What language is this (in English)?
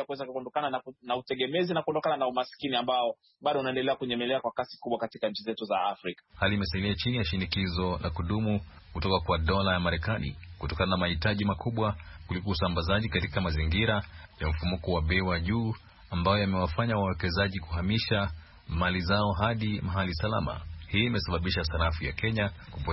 Swahili